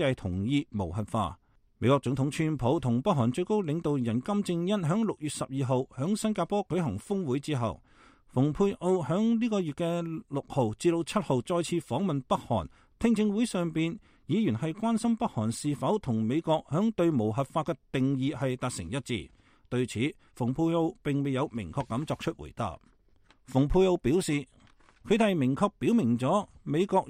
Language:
Cantonese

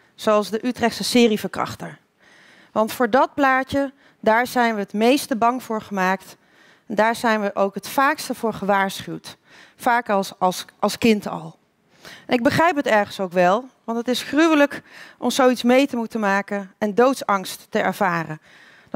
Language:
Dutch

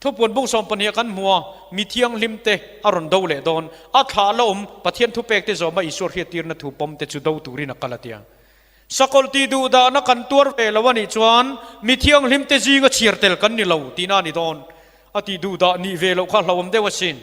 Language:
Mizo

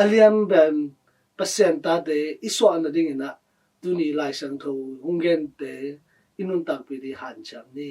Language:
Tedim Chin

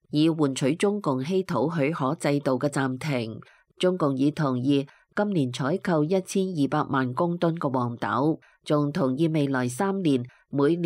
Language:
Cantonese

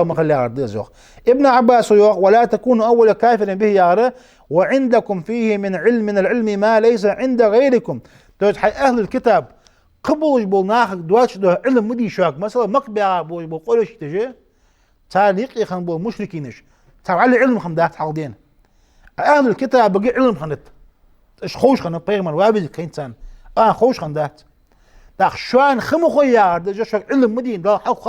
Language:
Ingush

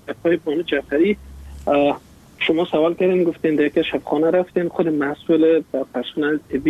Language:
Persian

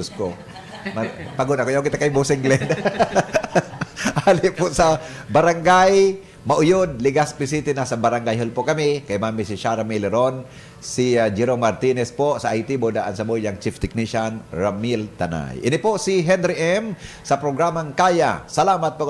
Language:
Bikol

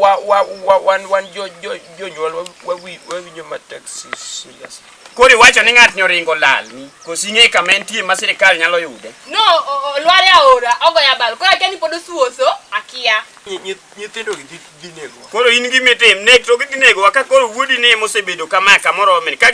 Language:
Luo (Kenya and Tanzania)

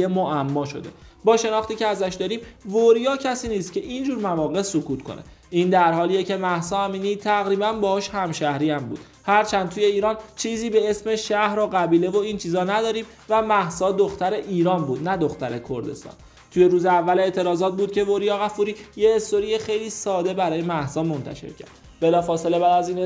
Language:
Persian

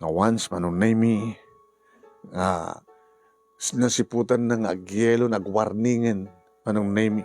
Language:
Iloko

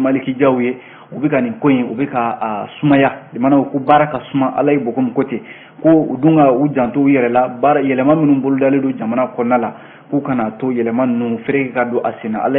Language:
Bambara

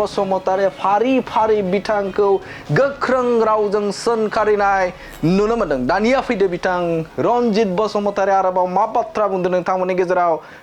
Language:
Bodo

